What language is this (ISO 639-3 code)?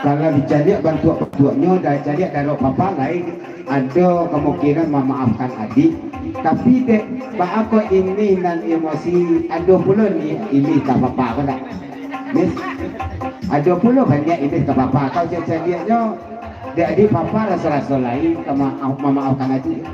min